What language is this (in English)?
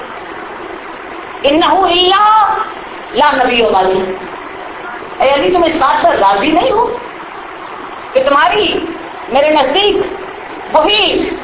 Urdu